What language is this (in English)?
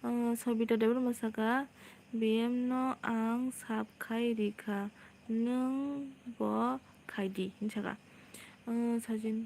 Kok Borok